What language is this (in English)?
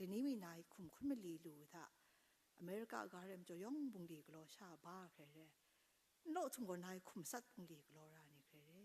Kachin